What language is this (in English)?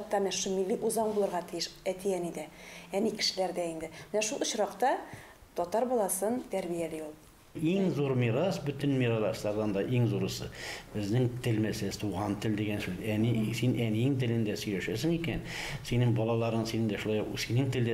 Tatar